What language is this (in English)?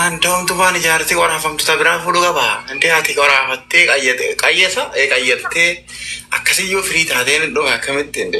Oromo